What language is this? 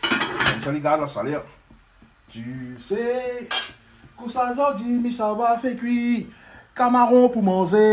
Réunion Creole French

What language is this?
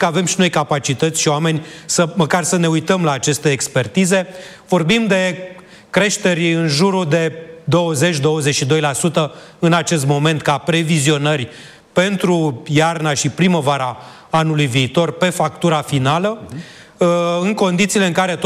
Romanian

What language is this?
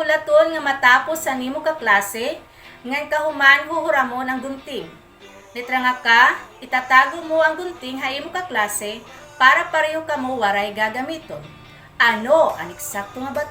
Waray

